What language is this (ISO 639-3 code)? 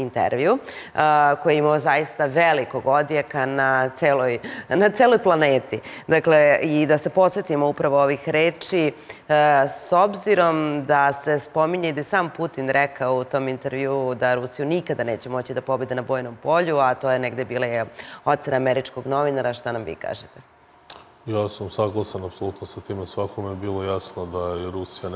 srp